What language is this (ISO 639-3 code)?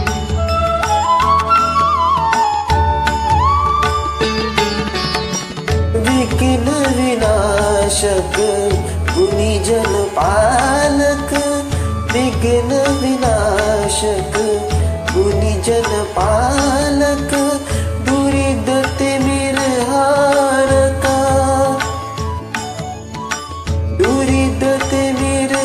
mar